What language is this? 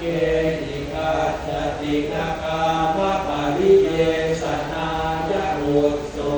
Pali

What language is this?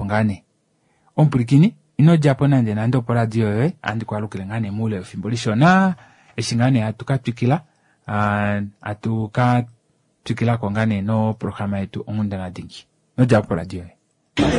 Kuanyama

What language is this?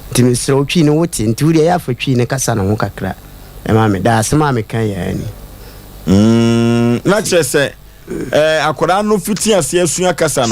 Akan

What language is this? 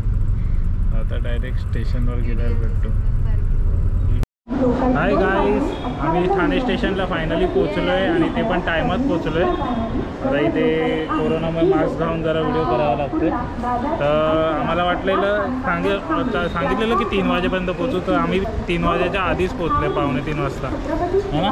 Marathi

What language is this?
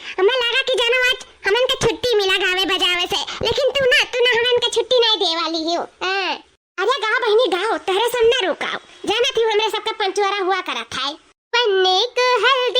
Awadhi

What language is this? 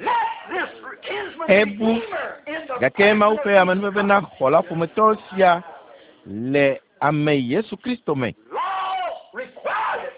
Ewe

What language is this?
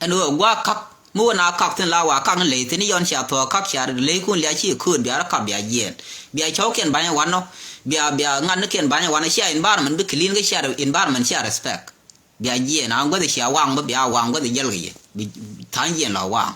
Nuer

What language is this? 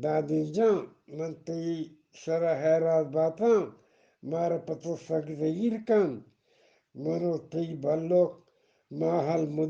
Eastern Balochi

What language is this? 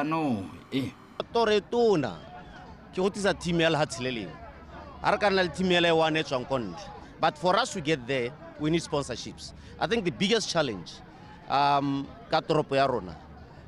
Tswana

